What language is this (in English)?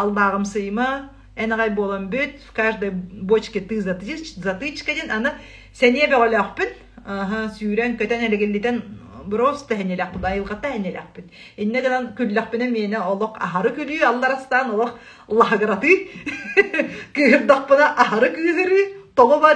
Yakut